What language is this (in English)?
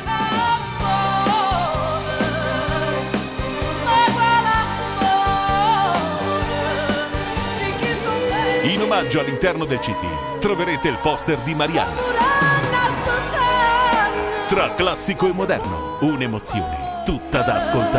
Italian